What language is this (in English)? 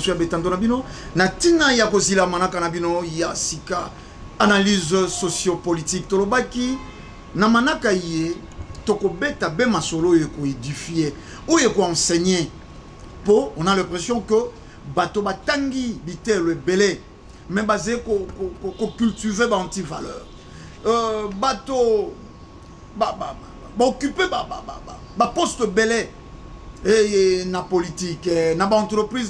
Lingala